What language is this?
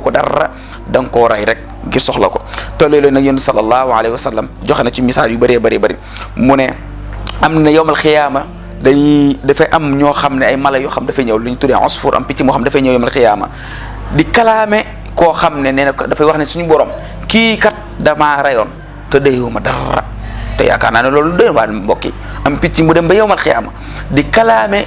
Wolof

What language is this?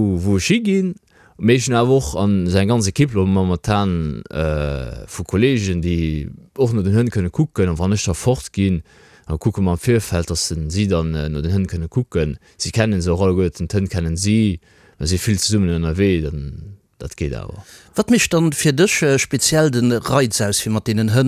Luxembourgish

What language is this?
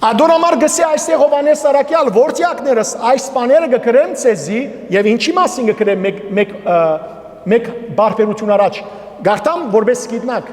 Western Armenian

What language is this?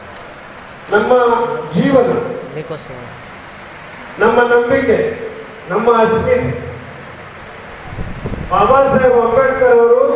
Kannada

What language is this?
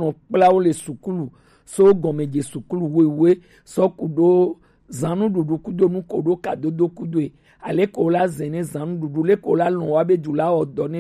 Gen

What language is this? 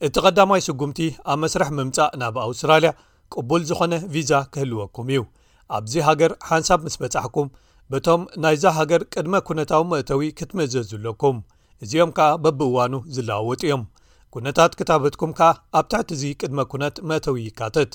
Tigrinya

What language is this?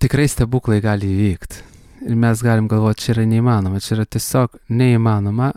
Lithuanian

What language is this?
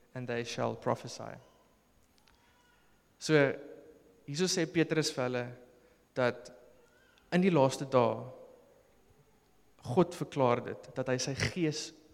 Afrikaans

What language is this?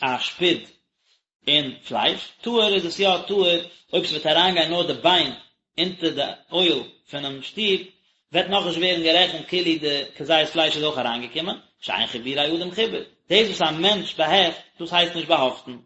Yiddish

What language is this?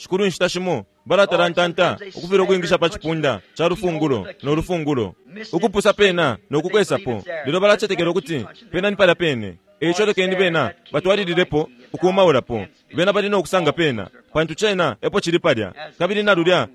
Bemba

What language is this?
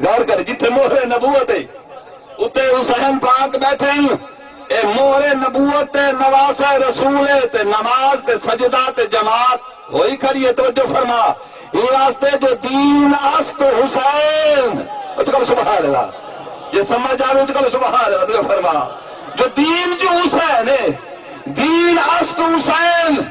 Saraiki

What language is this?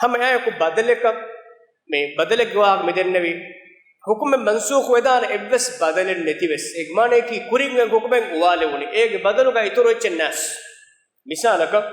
Divehi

